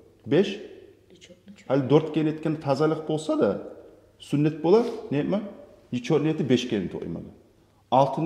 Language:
Kumyk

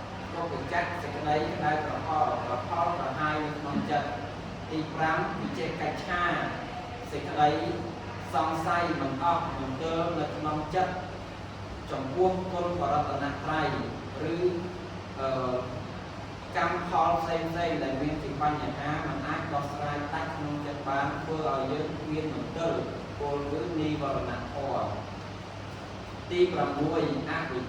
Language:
Khmer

